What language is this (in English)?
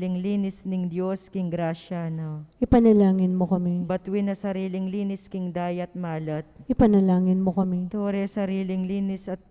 Pampanga